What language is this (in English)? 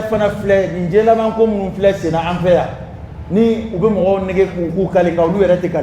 Dyula